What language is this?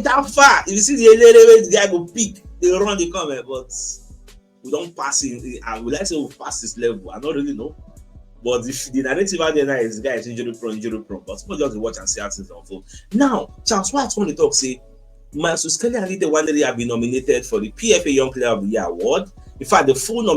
Nigerian Pidgin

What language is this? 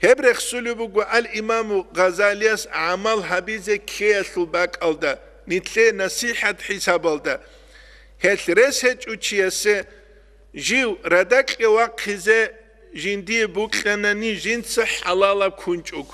Avaric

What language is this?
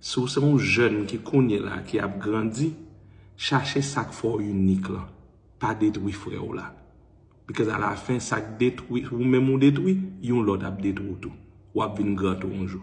Haitian Creole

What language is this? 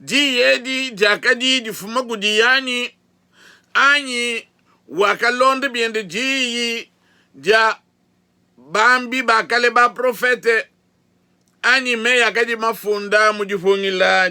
Luba-Lulua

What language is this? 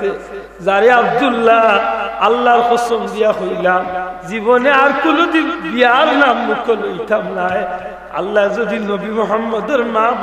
Sylheti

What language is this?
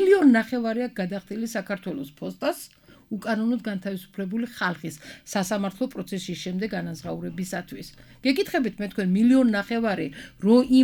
Georgian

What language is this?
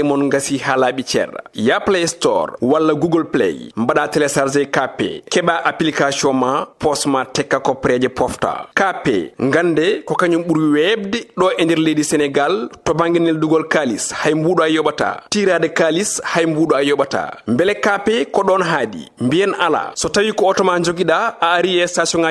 Fula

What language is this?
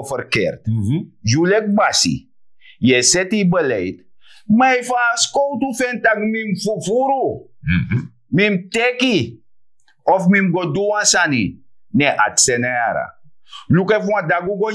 Sranan Tongo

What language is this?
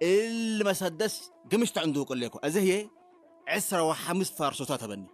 Tigre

